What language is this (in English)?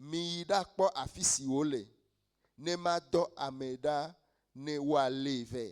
Ewe